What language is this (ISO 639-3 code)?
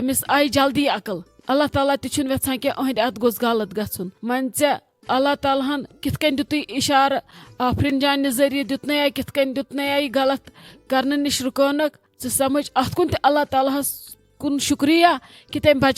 kas